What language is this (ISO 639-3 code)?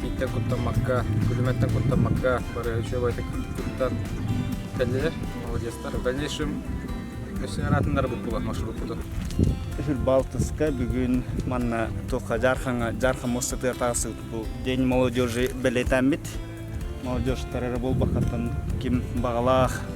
sah